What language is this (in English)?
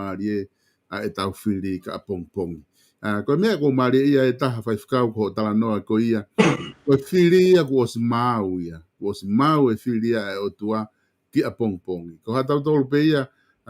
Tongan